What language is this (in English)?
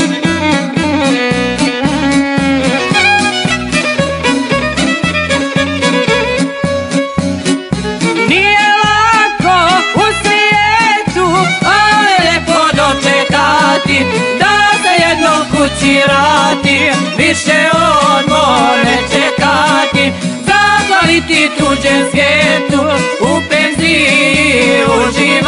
Croatian